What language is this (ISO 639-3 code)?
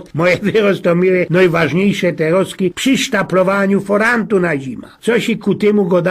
szl